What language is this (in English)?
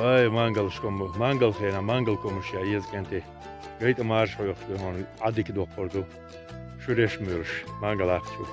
Chechen